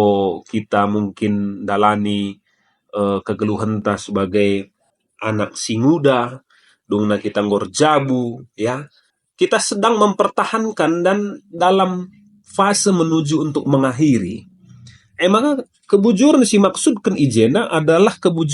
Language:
Batak Karo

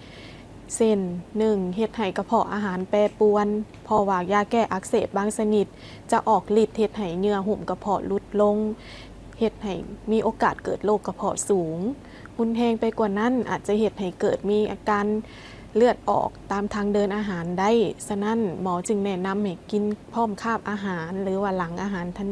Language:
Lao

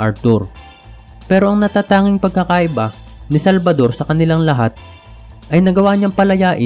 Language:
Filipino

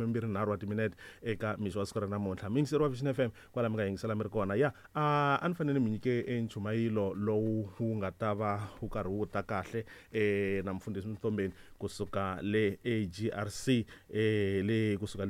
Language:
Tsonga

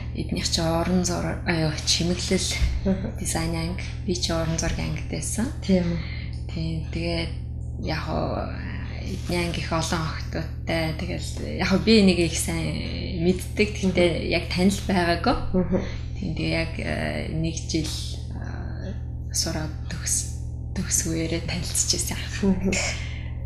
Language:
Mongolian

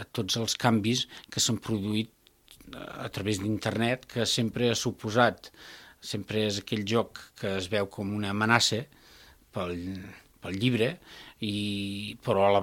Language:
Catalan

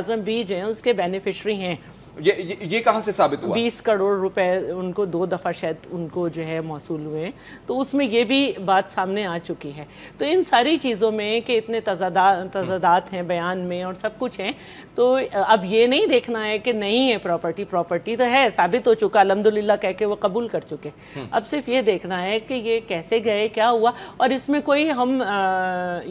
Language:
Urdu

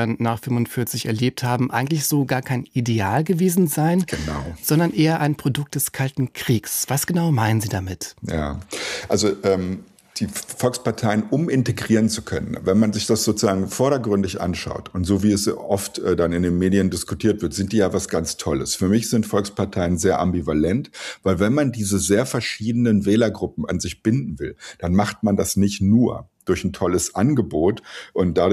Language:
German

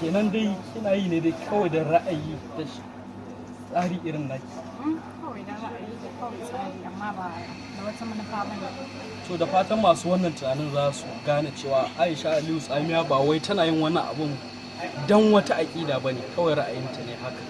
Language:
Hausa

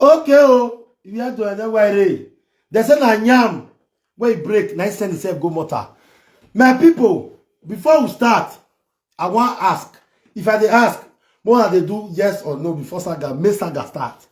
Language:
Nigerian Pidgin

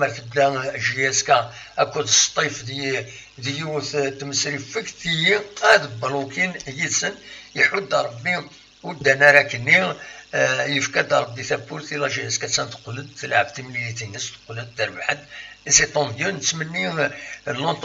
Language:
Kabyle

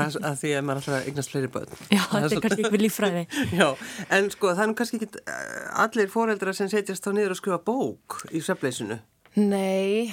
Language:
Icelandic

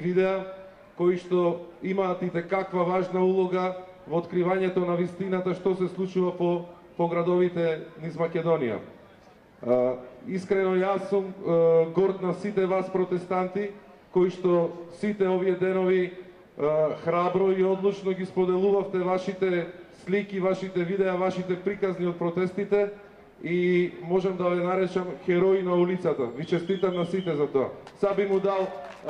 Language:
Macedonian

